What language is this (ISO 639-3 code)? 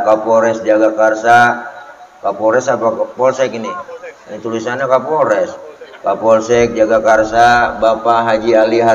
bew